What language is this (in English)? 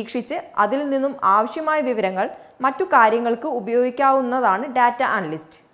Malayalam